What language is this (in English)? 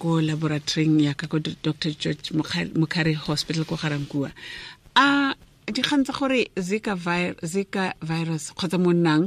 Tswana